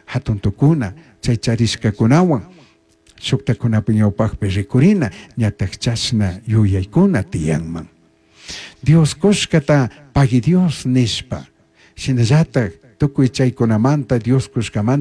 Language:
Chimborazo Highland Quichua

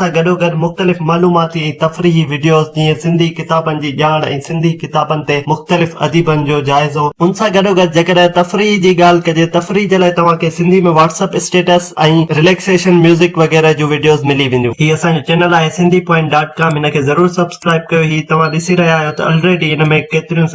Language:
Sindhi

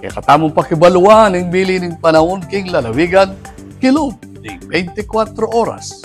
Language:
Pampanga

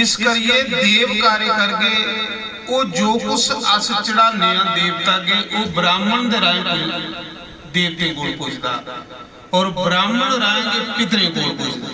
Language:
Dogri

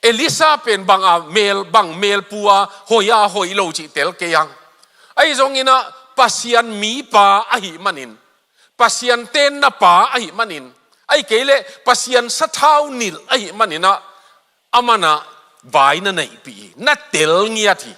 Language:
Tedim Chin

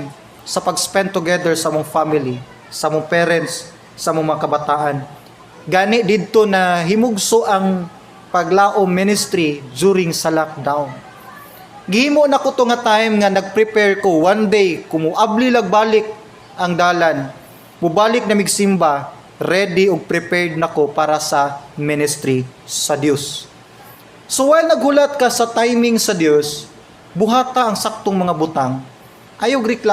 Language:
Cebuano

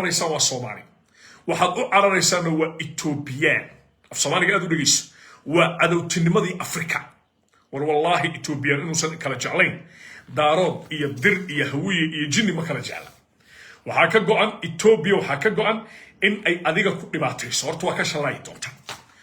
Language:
Somali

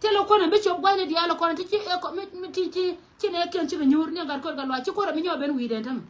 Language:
Nuer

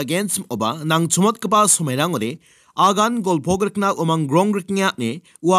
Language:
Garo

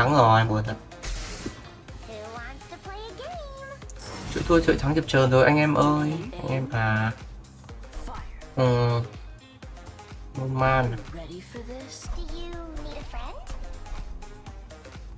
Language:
Vietnamese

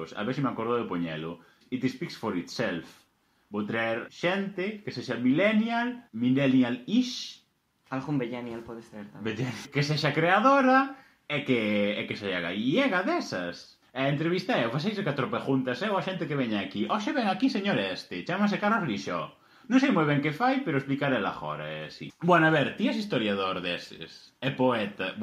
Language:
Galician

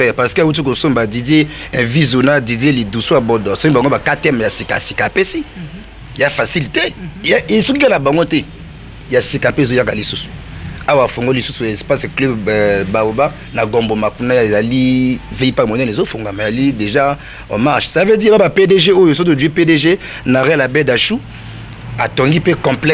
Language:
Lingala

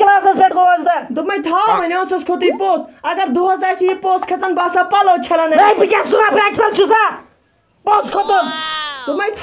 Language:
Kashmiri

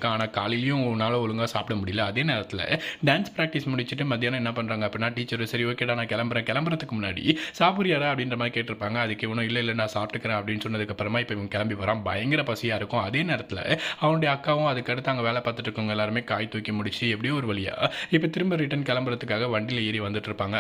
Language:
Tamil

